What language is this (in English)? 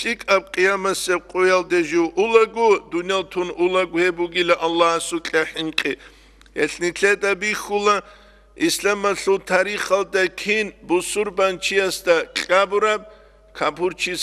Avaric